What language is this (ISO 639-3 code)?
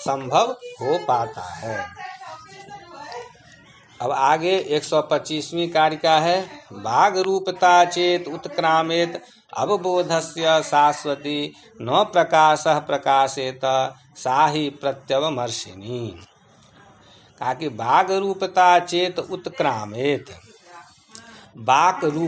hin